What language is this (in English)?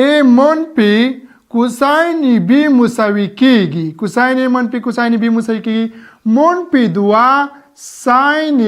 Pashto